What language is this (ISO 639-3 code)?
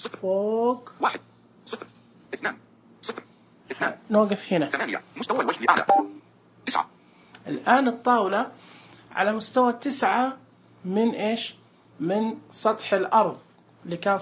ars